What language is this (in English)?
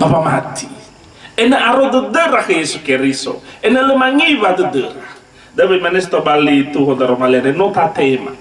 Nias